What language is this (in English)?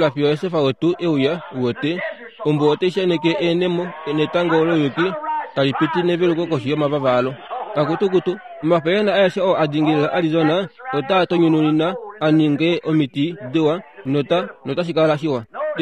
Kuanyama